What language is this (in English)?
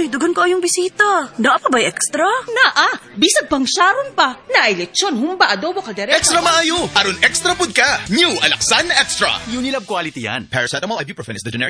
Cebuano